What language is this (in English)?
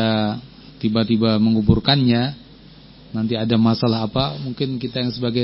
Indonesian